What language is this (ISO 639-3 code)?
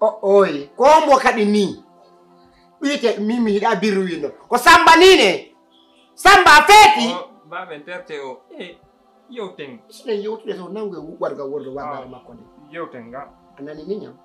ful